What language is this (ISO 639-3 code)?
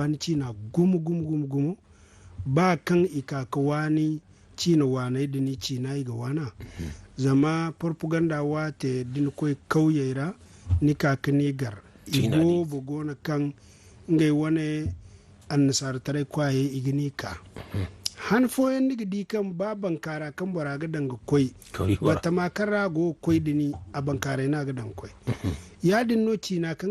dje